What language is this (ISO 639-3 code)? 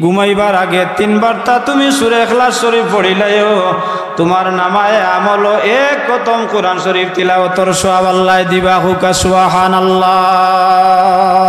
syl